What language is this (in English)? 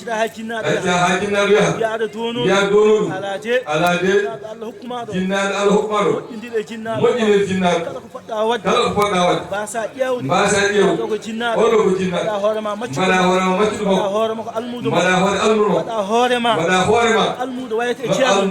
Fula